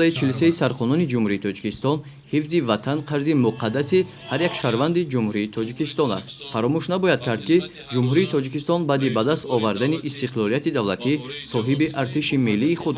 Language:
Tajik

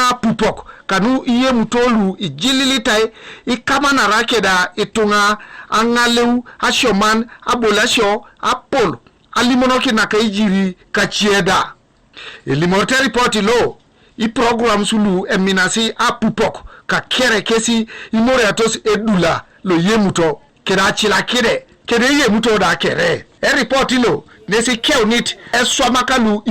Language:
Teso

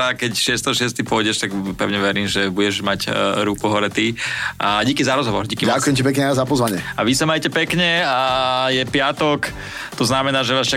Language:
Slovak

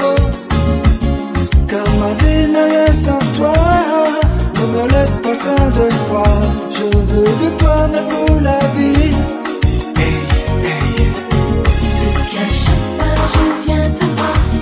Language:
French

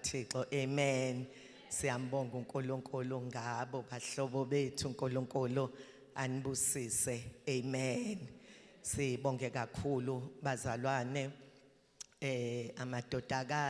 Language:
Zulu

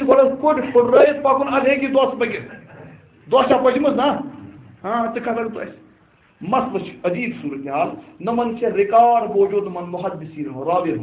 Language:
Kashmiri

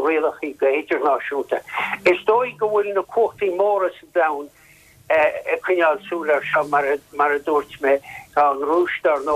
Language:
Irish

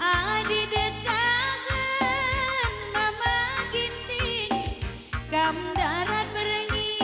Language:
Batak Karo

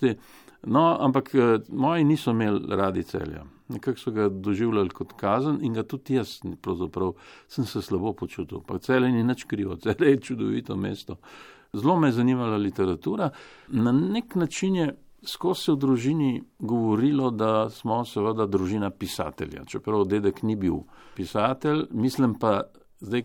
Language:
Slovenian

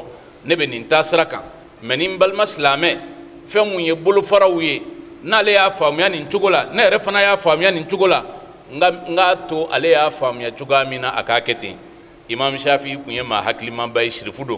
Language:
Bambara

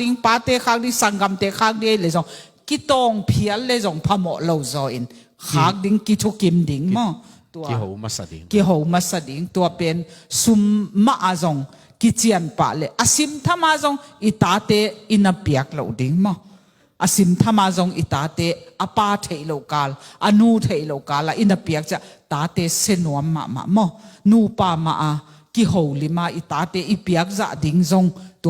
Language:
Tedim Chin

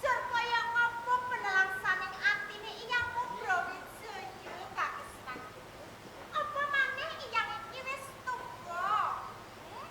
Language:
Javanese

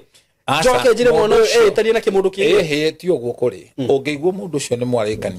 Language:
Kikuyu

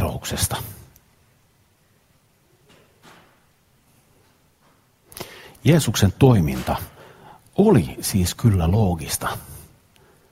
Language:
Finnish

